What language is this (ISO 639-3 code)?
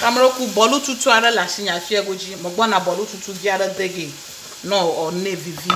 ewe